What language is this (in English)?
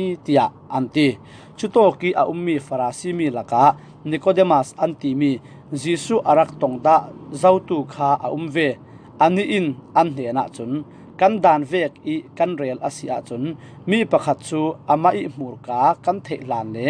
Falam Chin